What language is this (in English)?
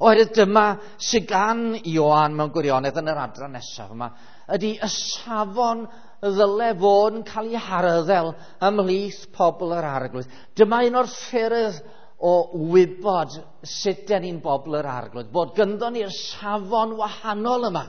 Welsh